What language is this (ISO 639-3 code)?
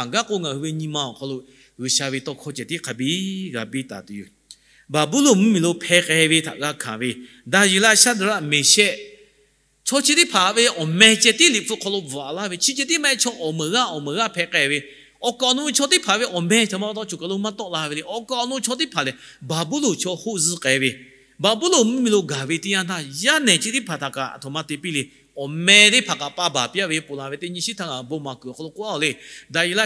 lhu